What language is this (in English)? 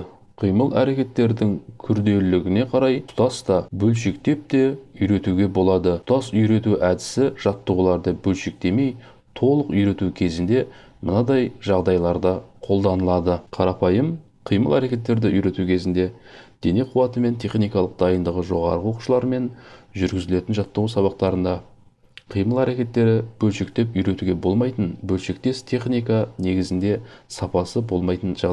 Kazakh